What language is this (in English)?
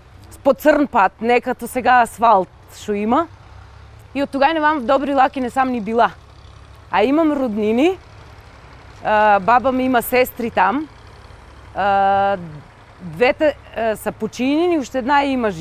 Bulgarian